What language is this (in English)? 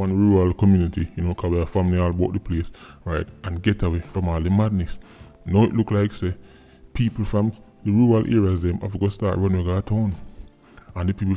Jamaican Creole English